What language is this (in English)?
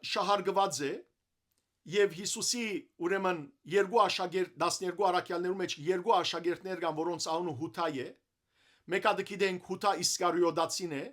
Western Armenian